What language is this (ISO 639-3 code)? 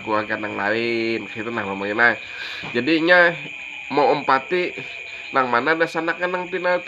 bjn